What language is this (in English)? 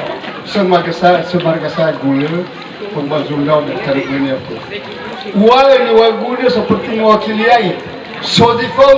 Nias